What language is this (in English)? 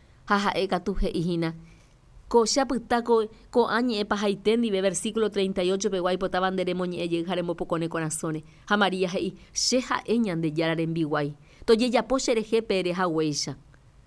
Guarani